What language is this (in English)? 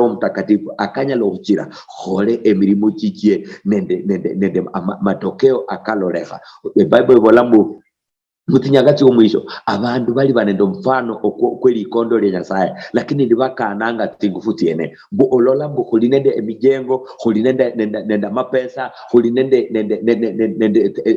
Luyia